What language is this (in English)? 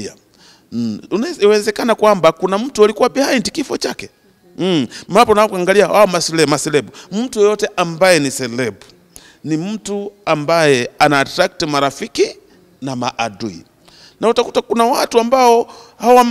Swahili